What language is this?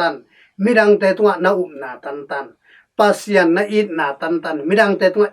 Tedim Chin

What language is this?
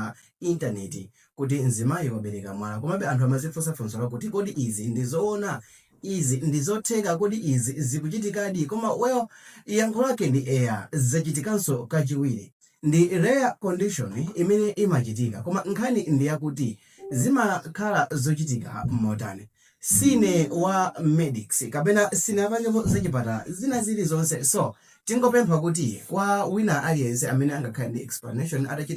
Nyanja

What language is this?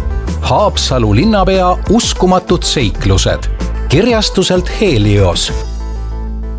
Estonian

